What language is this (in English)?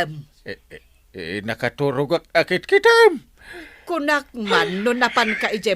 Iloko